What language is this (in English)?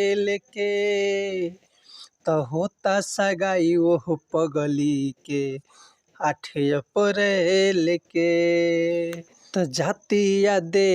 Bhojpuri